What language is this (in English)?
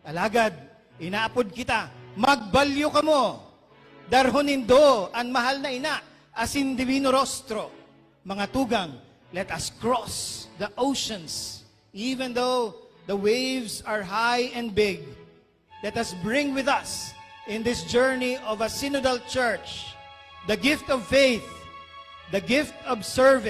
Bikol